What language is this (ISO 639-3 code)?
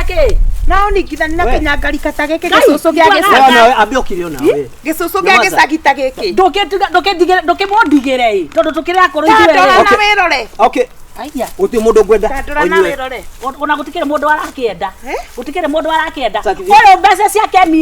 kik